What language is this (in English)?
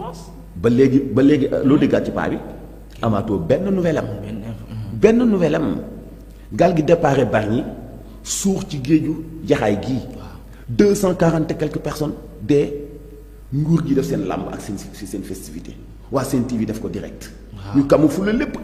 Wolof